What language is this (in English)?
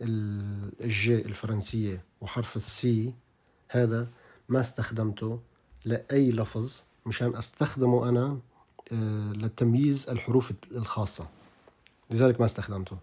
North Levantine Arabic